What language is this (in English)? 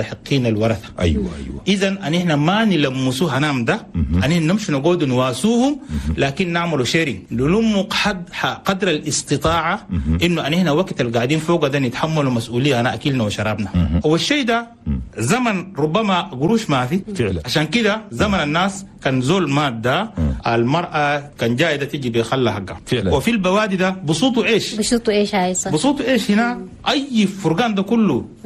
Chadian Arabic